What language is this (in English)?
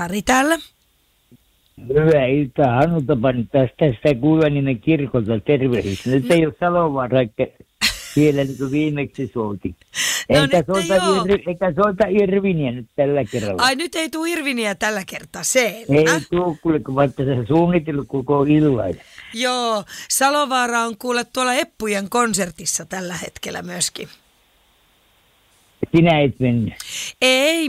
Finnish